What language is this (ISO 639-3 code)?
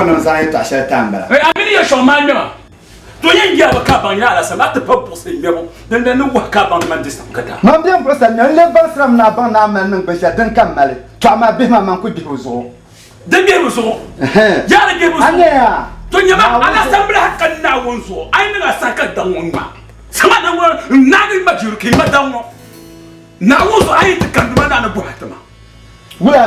dag